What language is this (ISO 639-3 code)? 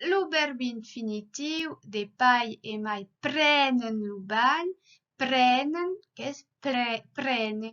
oci